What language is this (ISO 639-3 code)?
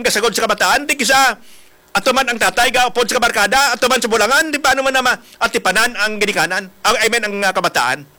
hil